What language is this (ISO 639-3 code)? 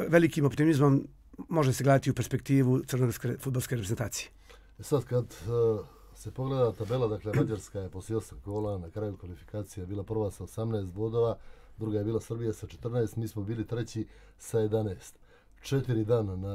srp